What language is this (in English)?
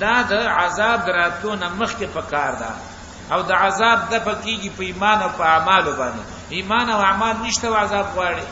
Pashto